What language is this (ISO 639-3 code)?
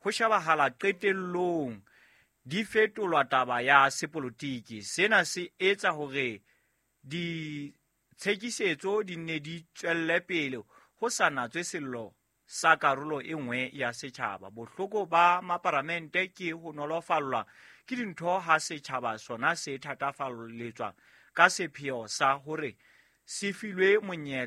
sot